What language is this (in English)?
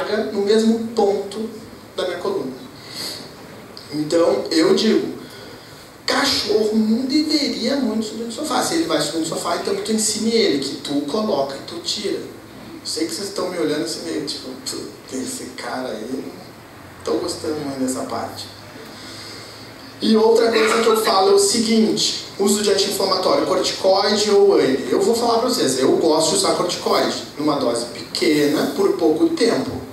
Portuguese